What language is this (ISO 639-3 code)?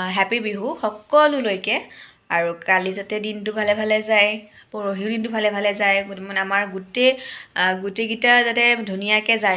asm